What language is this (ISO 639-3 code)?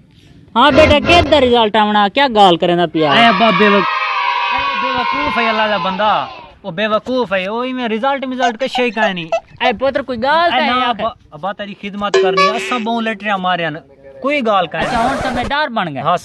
skr